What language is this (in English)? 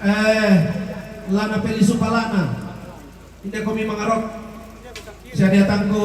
Toraja-Sa'dan